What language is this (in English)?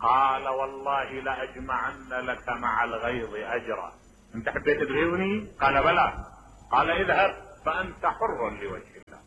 Mesopotamian Arabic